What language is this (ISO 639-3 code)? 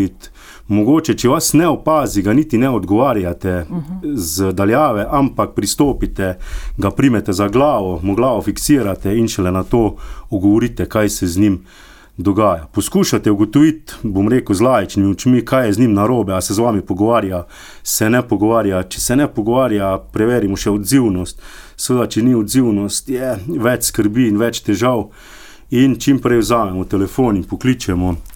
slv